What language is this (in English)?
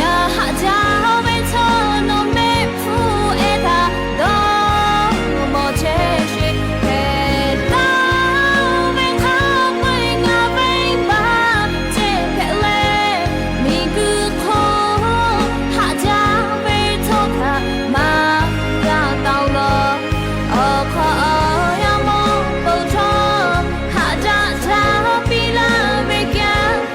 Lahu